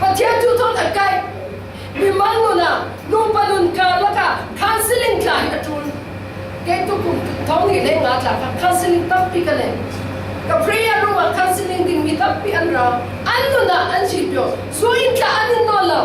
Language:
Falam Chin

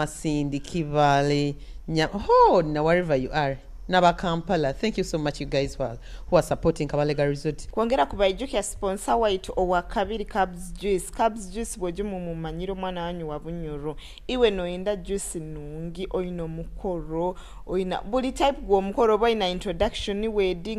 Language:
Nyoro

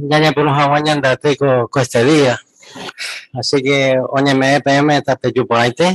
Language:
Guarani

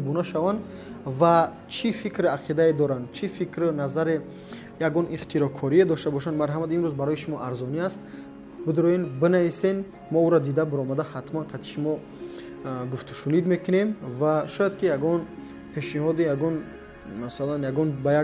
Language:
Tajik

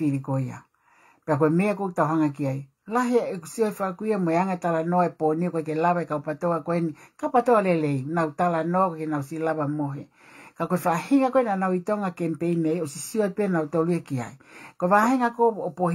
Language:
Tongan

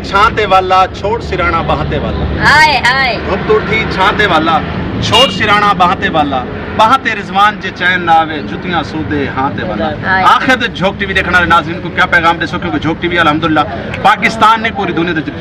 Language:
Saraiki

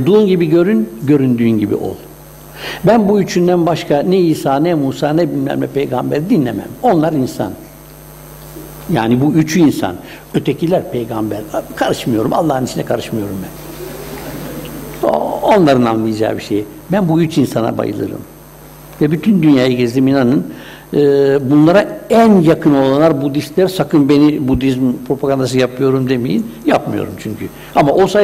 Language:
Turkish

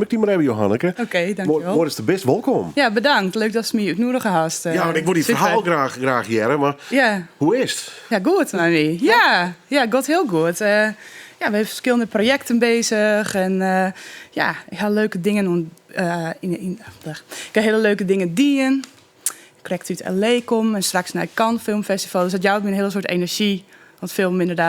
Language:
Western Frisian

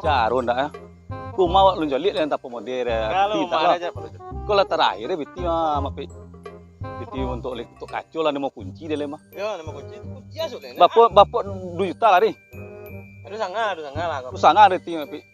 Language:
Minangkabau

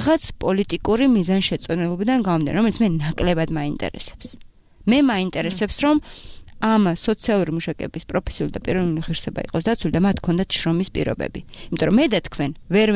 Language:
Georgian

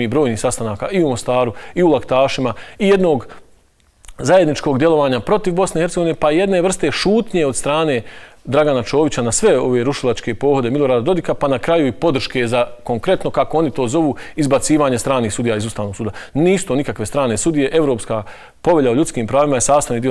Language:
Bosnian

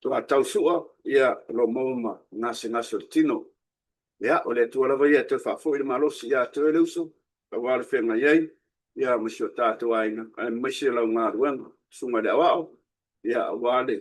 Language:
Samoan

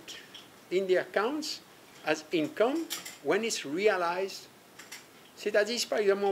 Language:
Seselwa Creole French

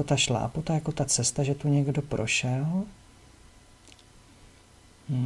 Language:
Czech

